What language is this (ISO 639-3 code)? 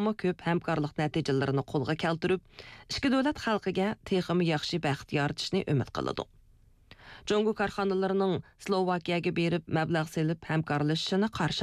uig